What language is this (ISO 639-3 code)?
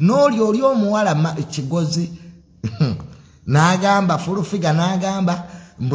lug